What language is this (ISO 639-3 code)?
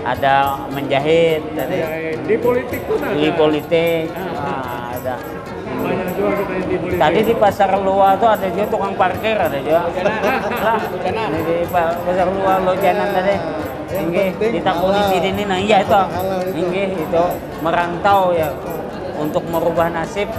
bjn